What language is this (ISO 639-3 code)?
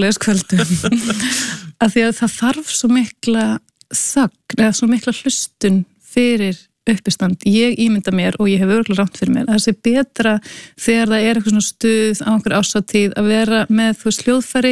isl